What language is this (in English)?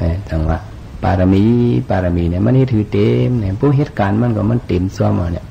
Shan